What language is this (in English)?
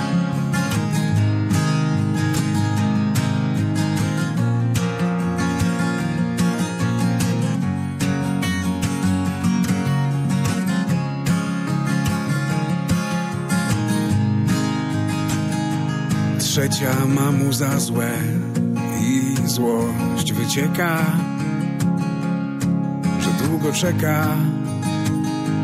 Polish